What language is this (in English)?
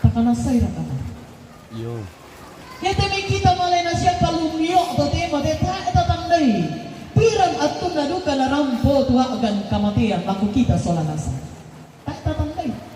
Toraja-Sa'dan